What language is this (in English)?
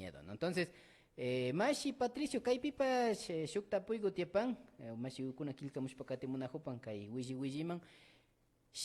Imbabura Highland Quichua